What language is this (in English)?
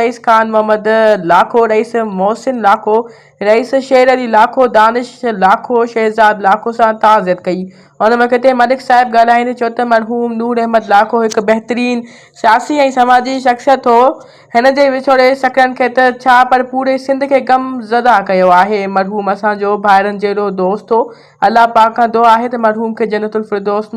Sindhi